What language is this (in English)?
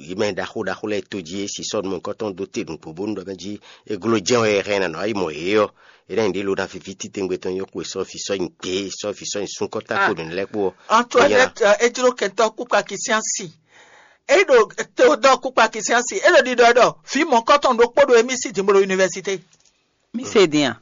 Fon